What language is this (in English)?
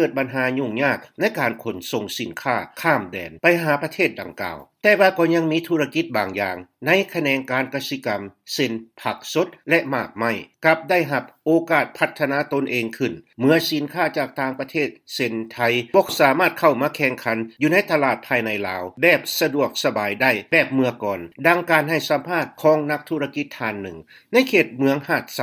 Lao